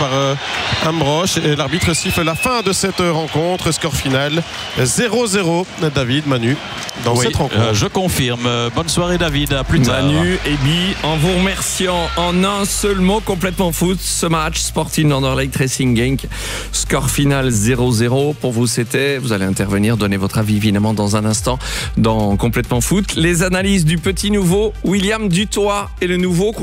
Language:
French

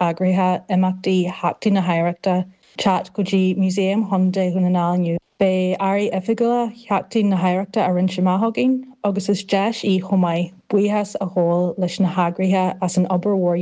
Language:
Irish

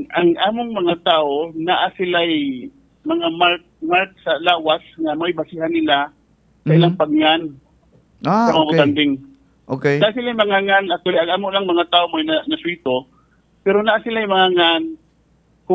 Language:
Cebuano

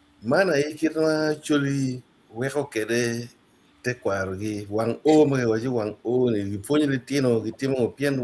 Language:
Acoli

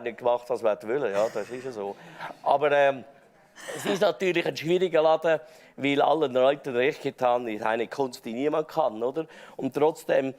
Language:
Swiss German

